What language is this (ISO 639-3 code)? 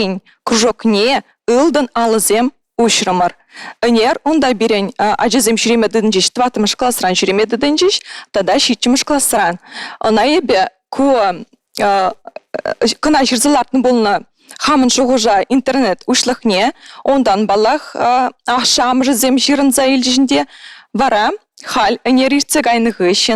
chv